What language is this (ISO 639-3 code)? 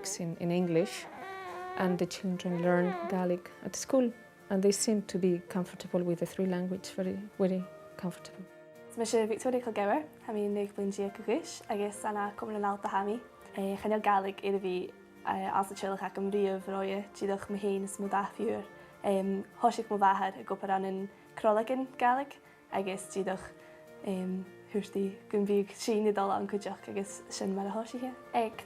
gla